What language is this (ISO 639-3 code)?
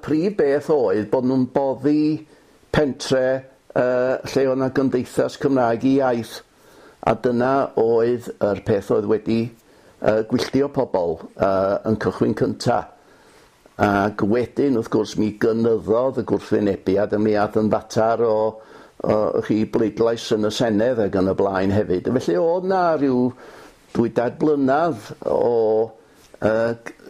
cym